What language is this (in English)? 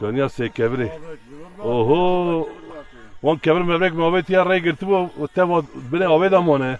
Kurdish